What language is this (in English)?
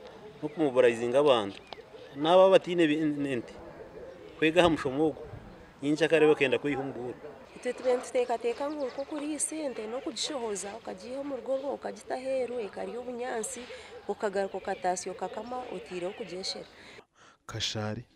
Nyankole